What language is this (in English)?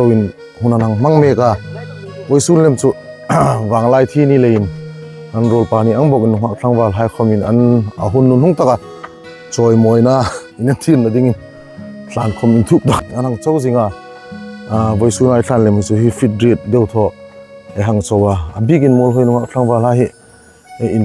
Hmar